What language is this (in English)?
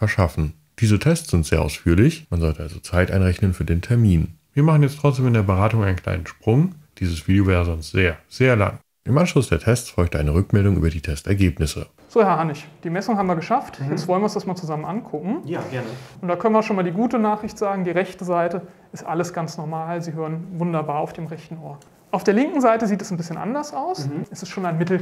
German